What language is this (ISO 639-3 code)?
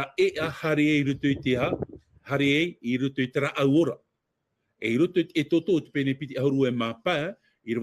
tah